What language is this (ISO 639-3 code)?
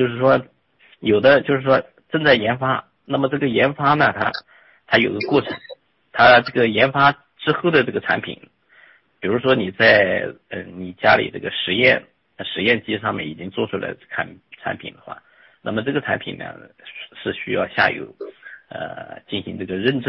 zho